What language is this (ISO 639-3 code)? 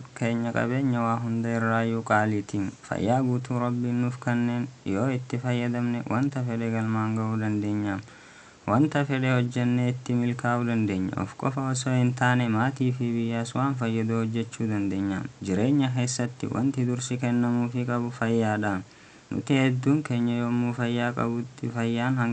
orm